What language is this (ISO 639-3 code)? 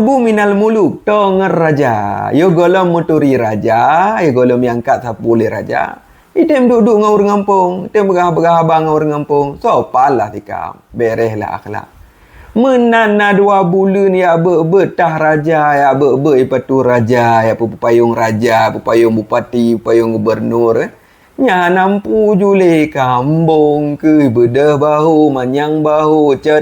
ace